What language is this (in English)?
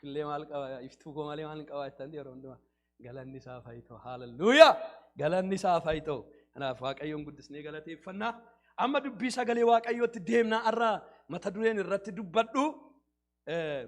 Oromo